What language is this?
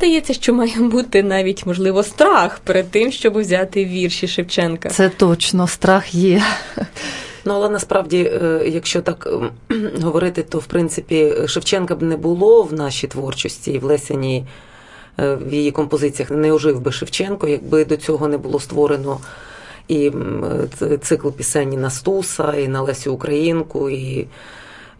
Ukrainian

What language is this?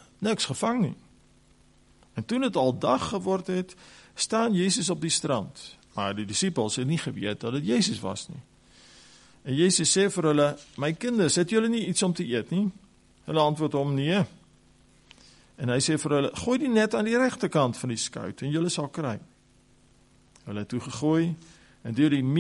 Afrikaans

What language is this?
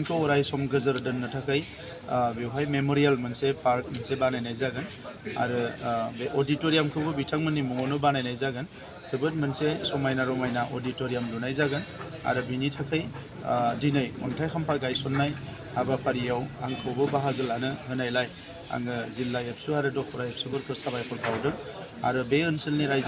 Bodo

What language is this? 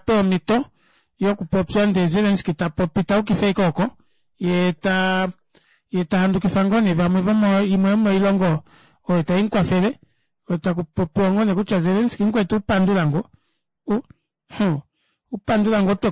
Kuanyama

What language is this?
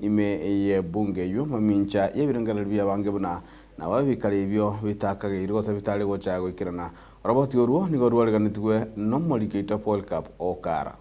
Gusii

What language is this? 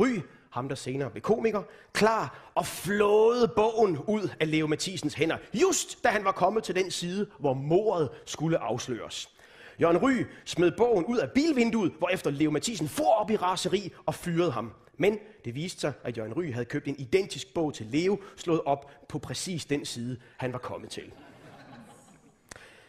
Danish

